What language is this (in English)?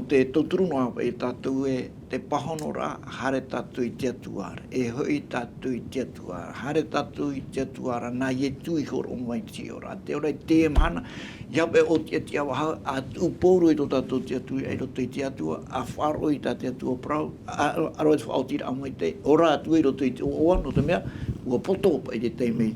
Tahitian